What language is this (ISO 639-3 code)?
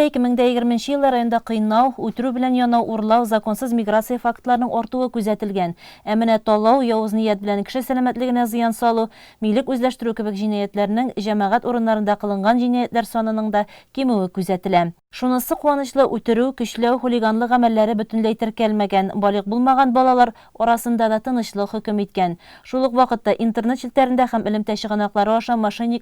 tat